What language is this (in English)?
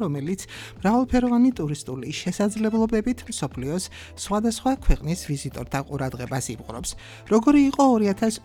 Georgian